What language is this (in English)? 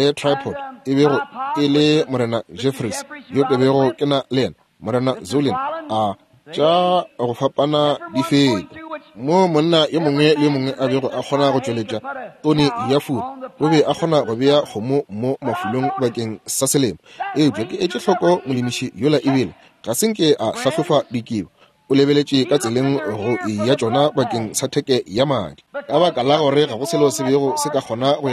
Northern Sotho